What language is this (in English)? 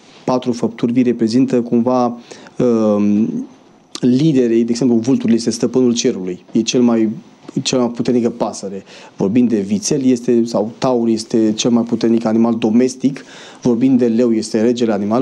Romanian